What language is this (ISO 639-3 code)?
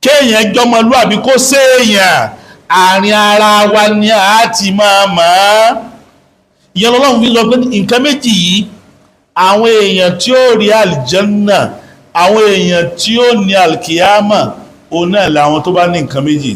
yor